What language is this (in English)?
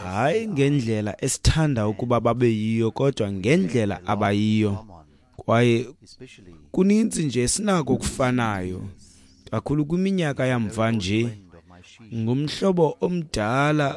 Xhosa